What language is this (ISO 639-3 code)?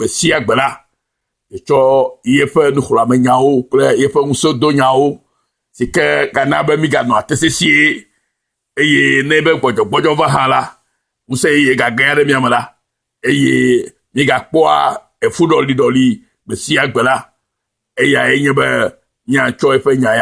ewe